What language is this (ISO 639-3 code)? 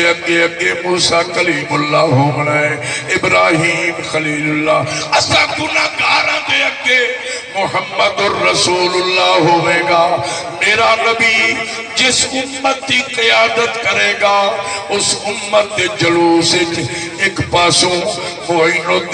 skr